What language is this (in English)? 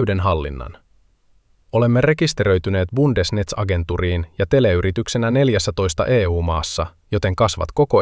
Finnish